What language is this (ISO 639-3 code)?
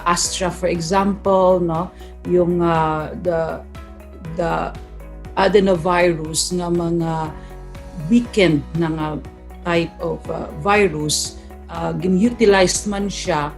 hil